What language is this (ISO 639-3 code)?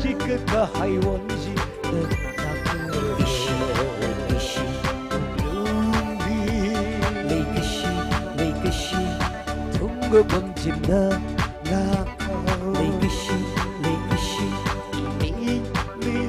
nmf